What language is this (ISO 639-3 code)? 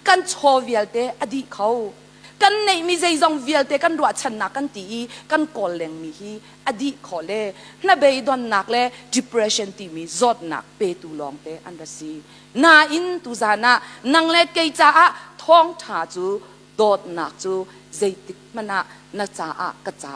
cnh